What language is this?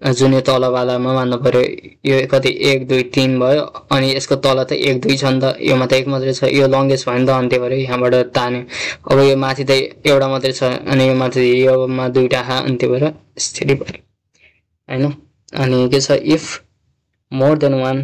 Nepali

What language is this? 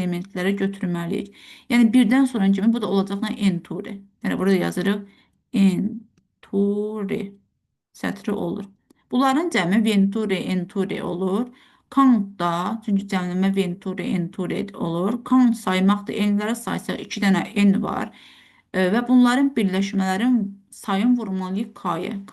Azerbaijani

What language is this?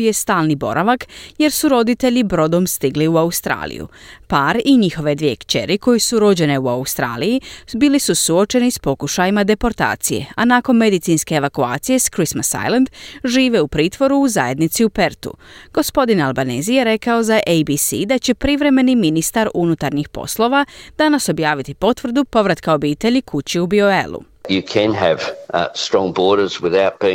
Croatian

